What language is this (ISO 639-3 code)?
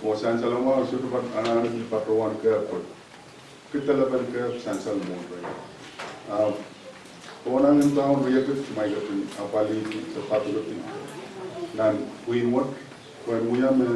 pon